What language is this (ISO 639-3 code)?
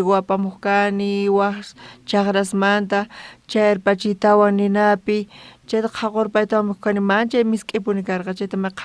quh